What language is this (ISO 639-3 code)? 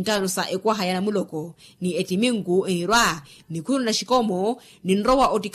vmw